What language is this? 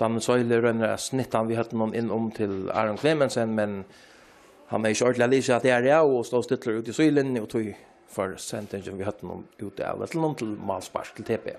Faroese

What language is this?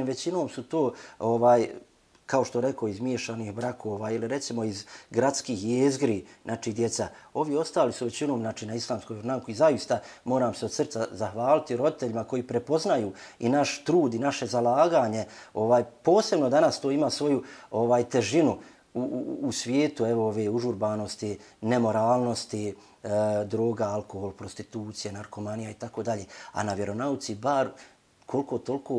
Bosnian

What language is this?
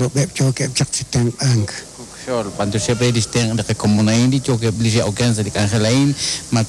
Kekchí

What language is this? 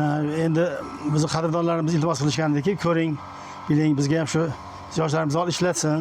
Uzbek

